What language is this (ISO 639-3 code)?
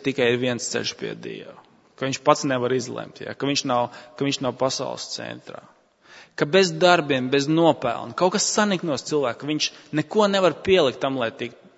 lav